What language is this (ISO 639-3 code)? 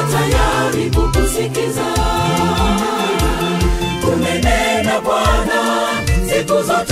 swa